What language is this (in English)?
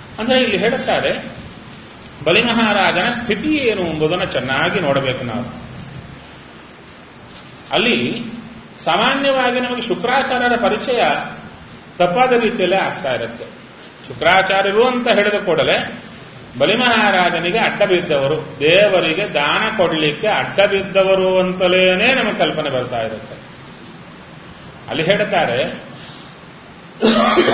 Kannada